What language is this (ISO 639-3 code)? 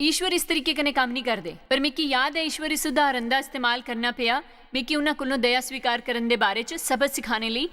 doi